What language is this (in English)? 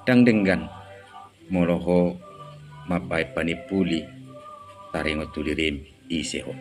Batak Toba